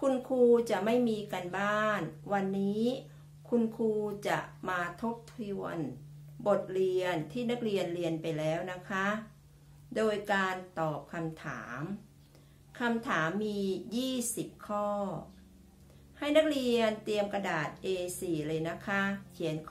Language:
Thai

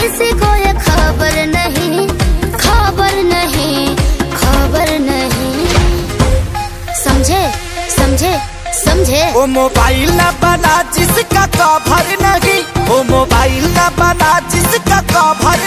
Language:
Bhojpuri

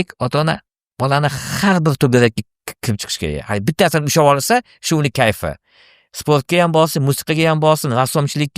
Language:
Uzbek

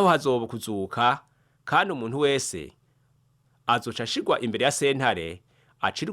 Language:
Rundi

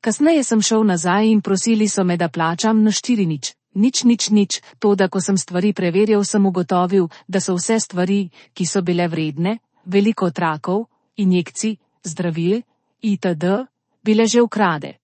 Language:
Slovenian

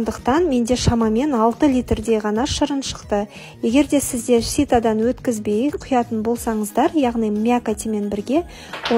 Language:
Kazakh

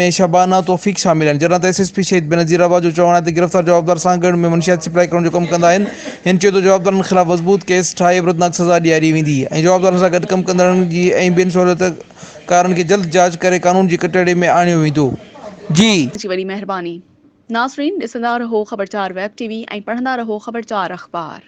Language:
Sindhi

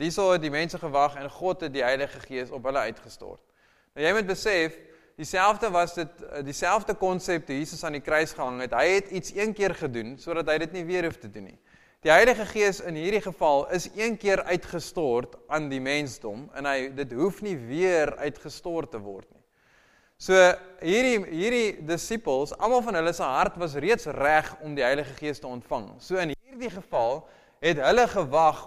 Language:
Afrikaans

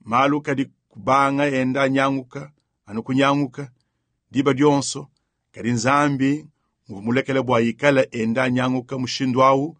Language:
Luba-Lulua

